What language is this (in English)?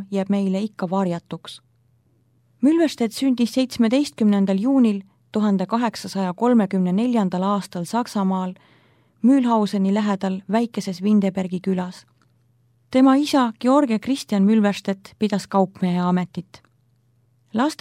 Estonian